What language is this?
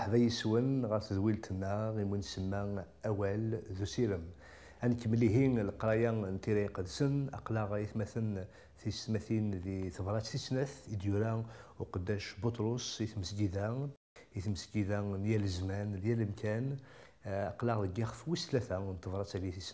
Kabyle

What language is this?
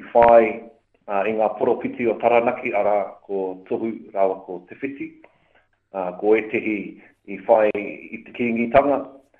Māori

